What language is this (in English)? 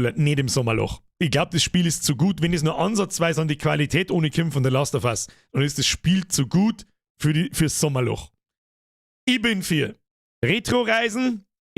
Bavarian